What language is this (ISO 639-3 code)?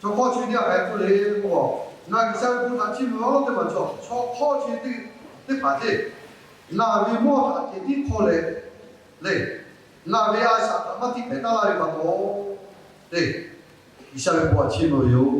lhu